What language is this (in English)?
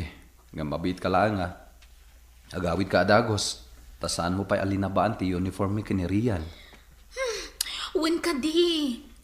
Iloko